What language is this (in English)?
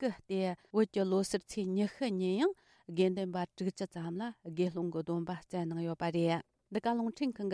Tibetan